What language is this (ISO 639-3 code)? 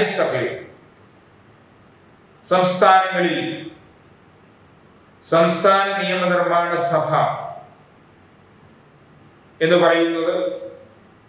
mal